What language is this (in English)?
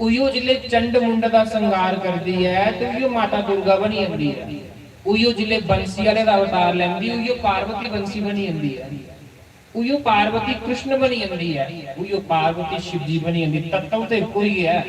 Dogri